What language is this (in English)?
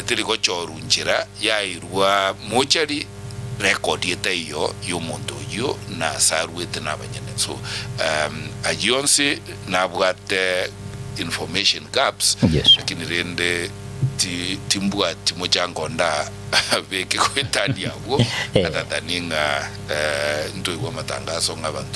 Gusii